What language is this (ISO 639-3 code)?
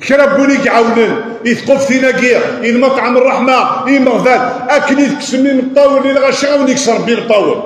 kab